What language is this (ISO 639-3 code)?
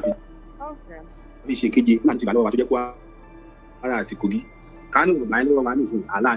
yor